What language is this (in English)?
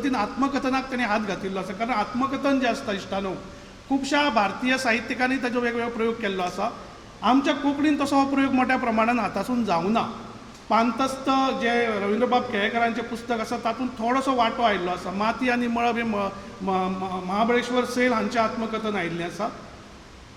Konkani